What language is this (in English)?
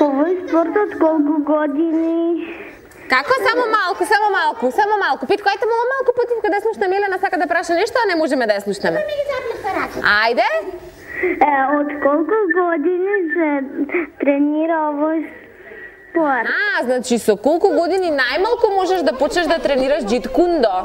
Macedonian